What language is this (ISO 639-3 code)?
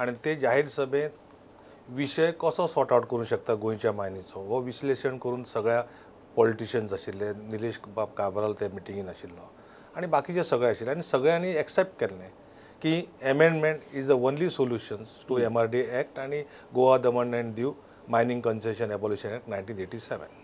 kok